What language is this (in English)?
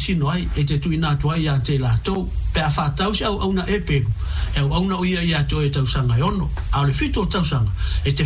Samoan